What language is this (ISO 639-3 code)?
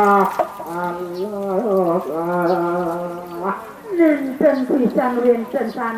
ban